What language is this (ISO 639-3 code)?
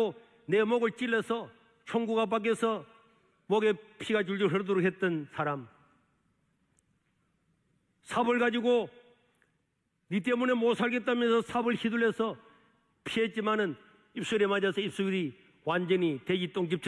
kor